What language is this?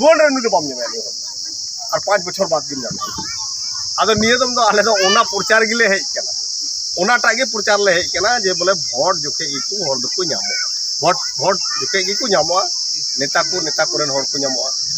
Santali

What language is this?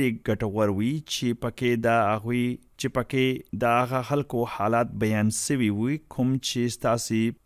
Pashto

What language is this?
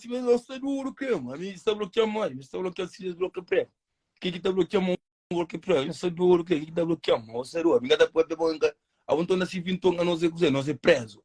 Kabuverdianu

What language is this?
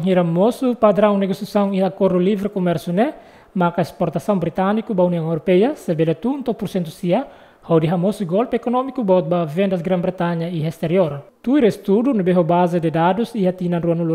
Tetum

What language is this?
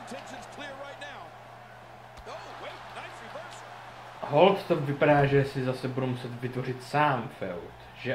Czech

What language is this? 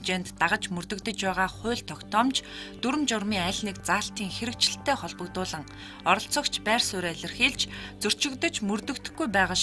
Mongolian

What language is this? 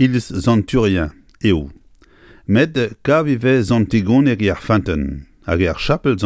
Breton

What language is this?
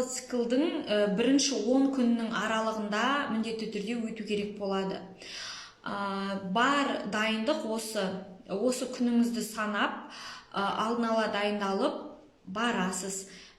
Kazakh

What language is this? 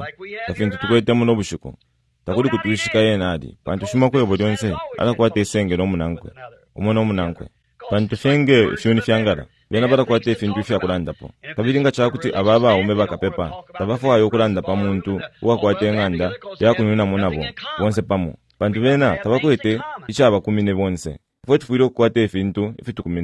Bemba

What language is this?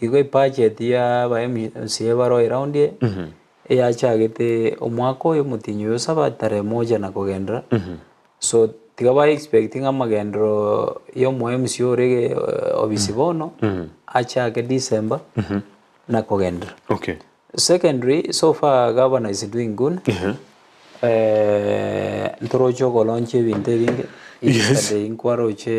Gusii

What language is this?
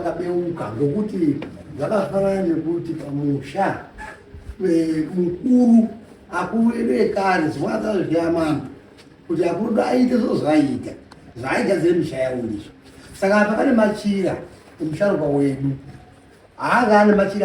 Shona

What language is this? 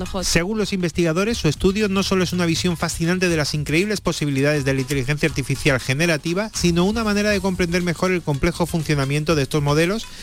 Spanish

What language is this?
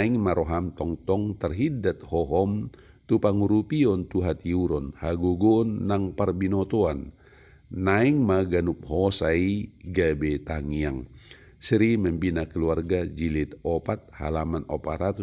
Batak Toba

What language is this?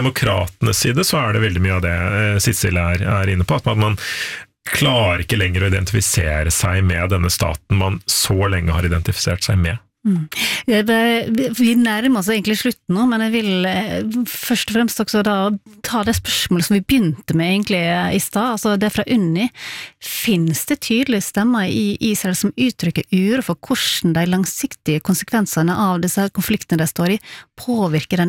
Norwegian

